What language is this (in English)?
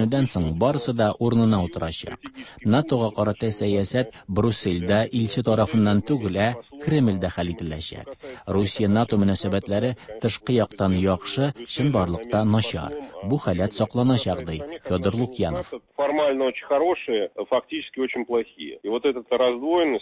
Tatar